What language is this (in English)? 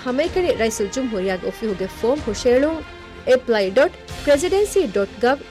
Divehi